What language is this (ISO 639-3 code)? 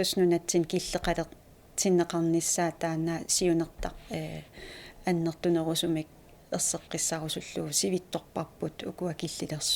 kal